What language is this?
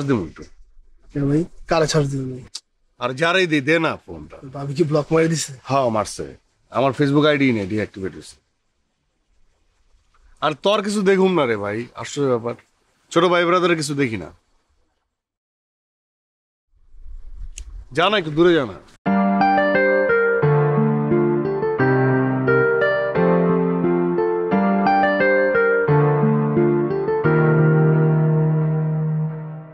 Bangla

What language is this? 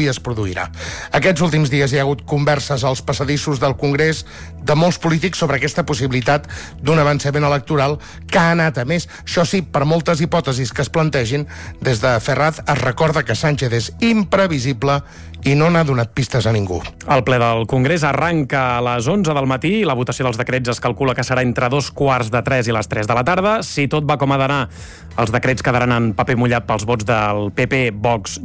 Catalan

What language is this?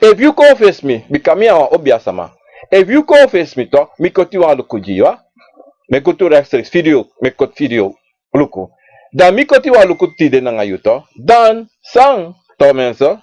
Sranan Tongo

